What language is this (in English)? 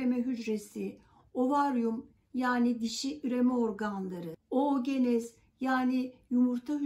Turkish